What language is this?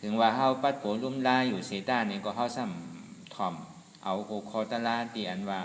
Shan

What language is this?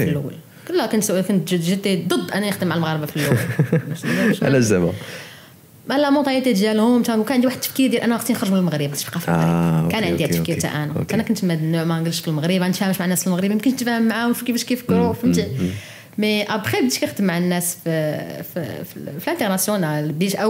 Moroccan Arabic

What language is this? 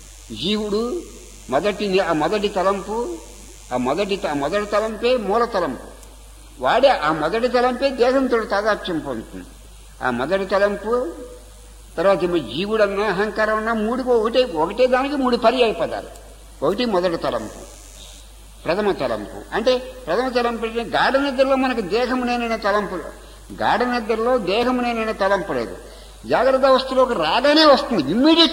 Telugu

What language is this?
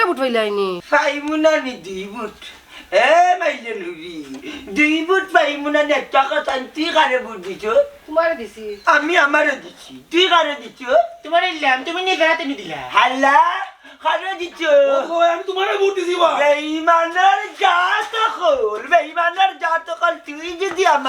Sylheti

